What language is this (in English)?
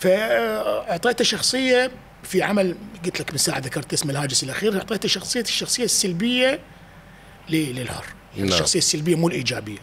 Mesopotamian Arabic